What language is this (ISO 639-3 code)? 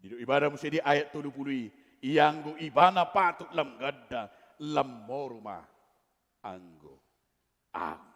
bbc